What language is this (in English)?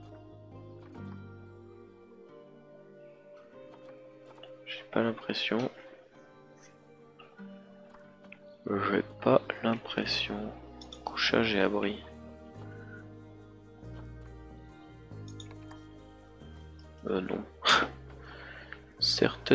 French